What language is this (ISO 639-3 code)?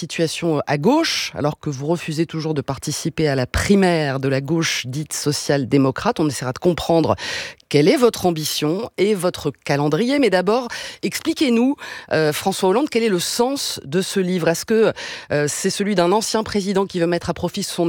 fra